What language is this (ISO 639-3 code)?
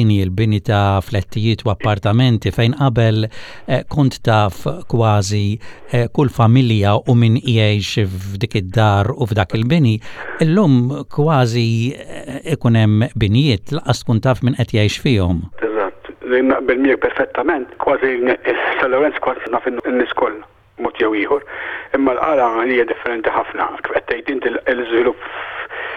mlt